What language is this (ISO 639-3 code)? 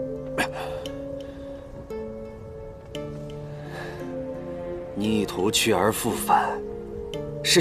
zho